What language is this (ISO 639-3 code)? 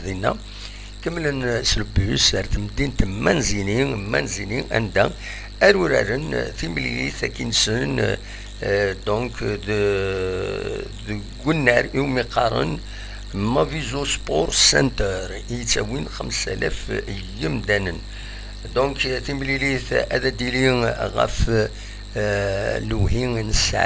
kab